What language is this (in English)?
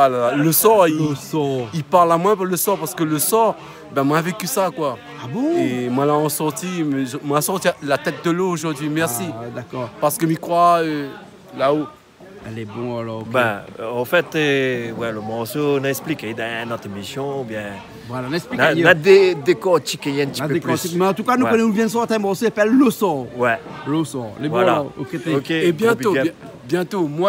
Réunion Creole French